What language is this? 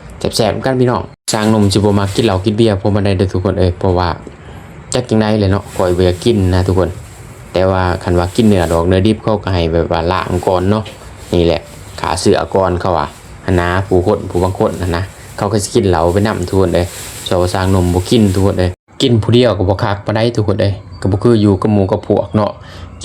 Lao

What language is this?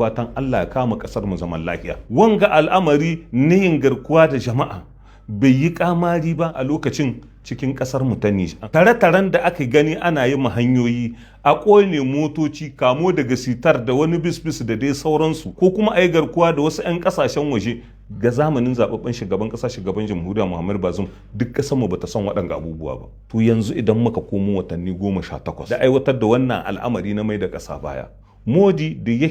Hausa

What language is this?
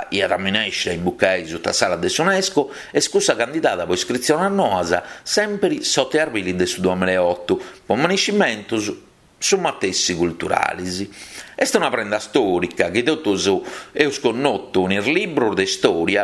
Sardinian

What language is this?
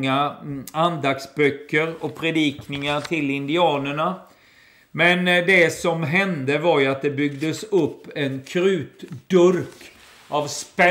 Swedish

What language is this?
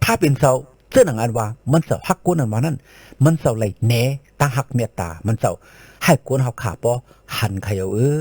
Shan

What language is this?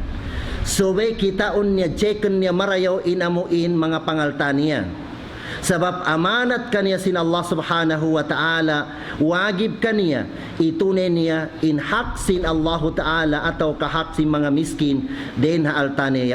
Tausug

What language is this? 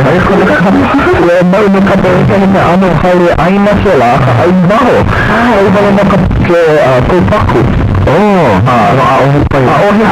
Hawaiian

